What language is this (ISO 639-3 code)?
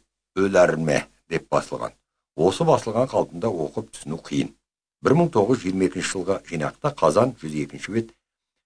kaz